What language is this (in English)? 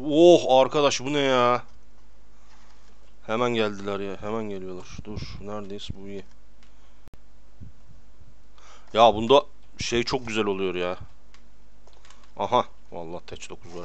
Turkish